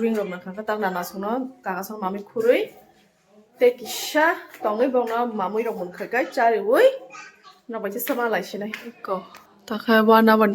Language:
Kok Borok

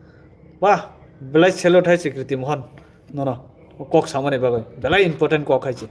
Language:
Kok Borok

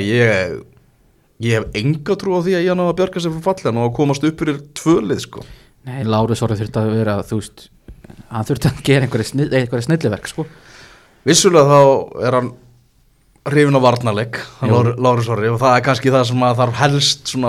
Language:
Icelandic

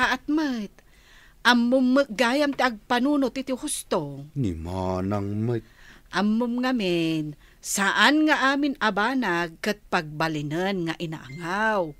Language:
Iloko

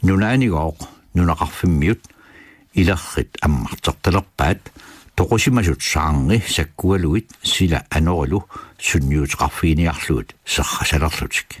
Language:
Kalaallisut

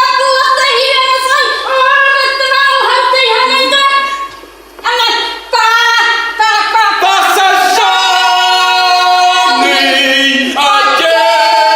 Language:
Bashkir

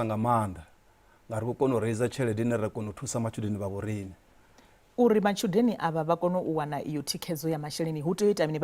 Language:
Venda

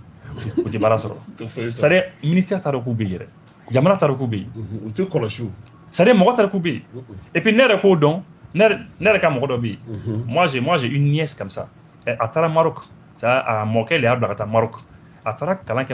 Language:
Bambara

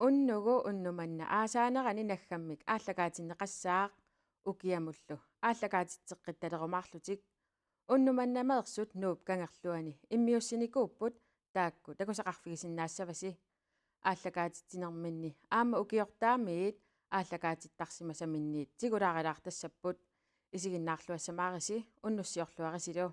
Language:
Kalaallisut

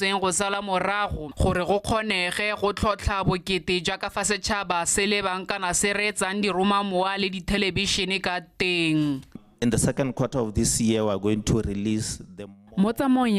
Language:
Tswana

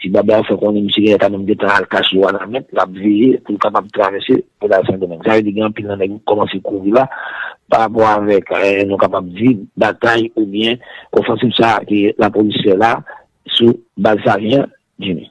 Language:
Haitian Creole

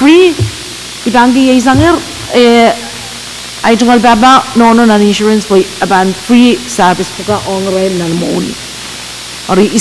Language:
Pohnpeian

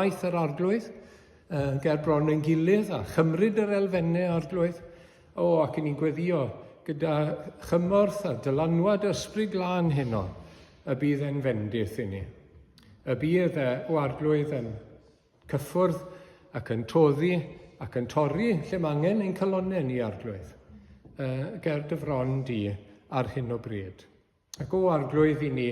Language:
Welsh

